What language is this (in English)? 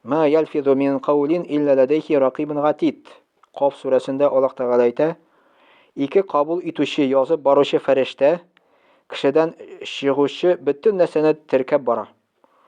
Tatar